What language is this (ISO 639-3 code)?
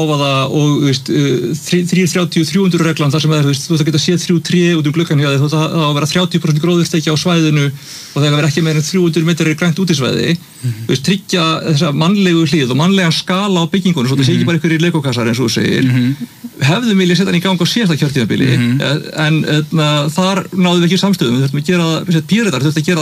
isl